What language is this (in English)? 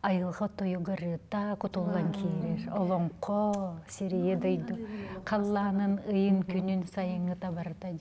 Yakut